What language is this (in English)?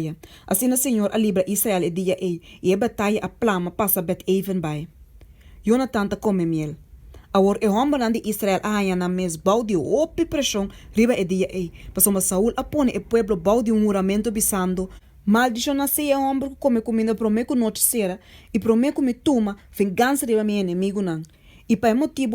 Papiamento